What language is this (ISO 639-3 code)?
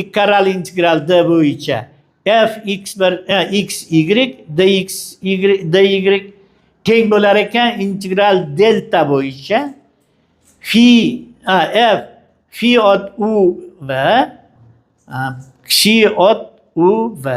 uzb